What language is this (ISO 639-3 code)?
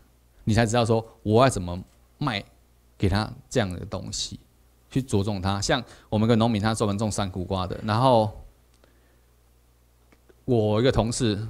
zho